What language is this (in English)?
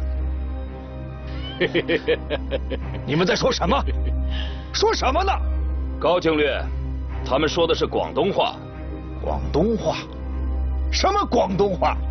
Chinese